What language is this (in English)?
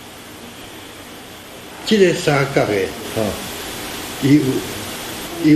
Min Nan Chinese